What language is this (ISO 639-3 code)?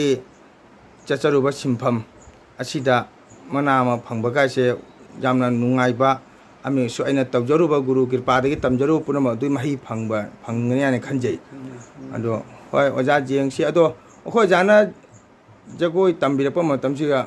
mni